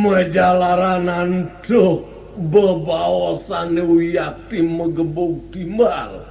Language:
Balinese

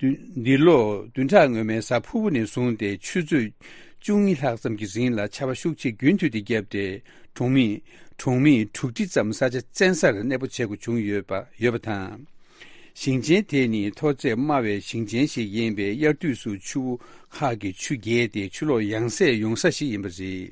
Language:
Tibetan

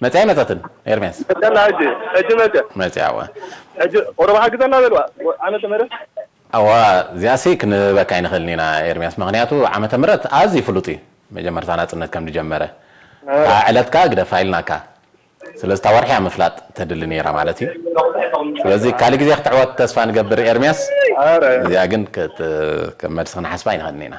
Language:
Tigrinya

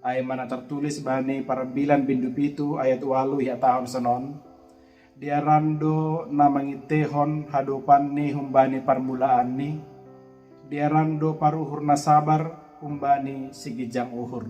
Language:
Batak Simalungun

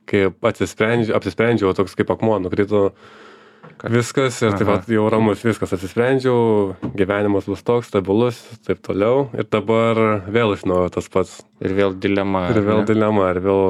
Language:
Lithuanian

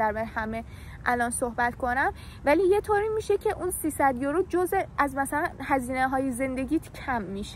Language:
Persian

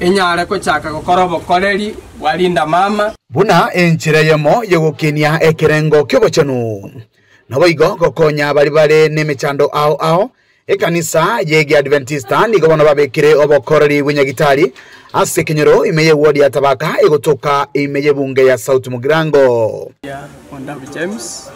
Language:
Gusii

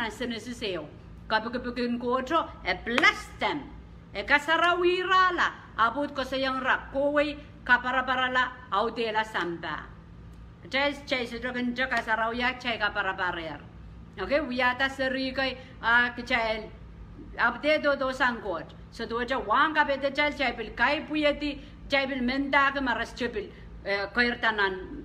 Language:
Pohnpeian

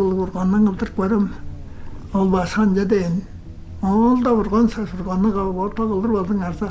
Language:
Tuvinian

